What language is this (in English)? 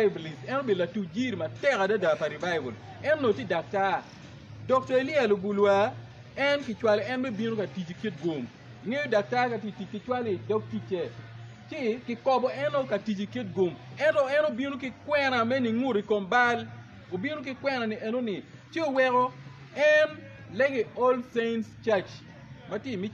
Acoli